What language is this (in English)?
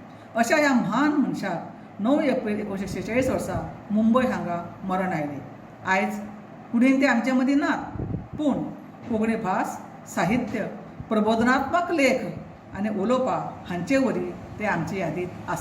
Konkani